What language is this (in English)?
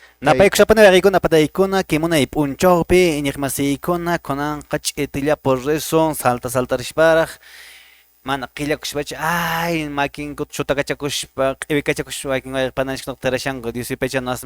Quechua